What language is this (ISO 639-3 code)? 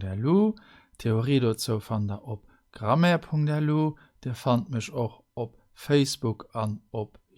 ltz